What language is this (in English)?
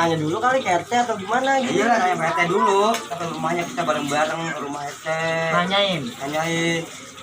Betawi